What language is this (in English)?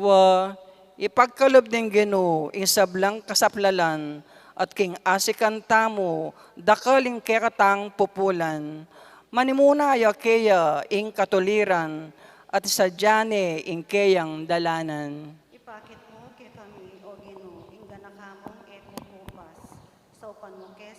Pampanga